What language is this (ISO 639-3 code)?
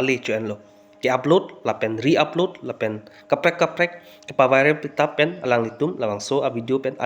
mjw